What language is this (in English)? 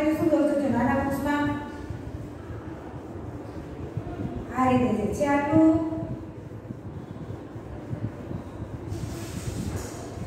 Gujarati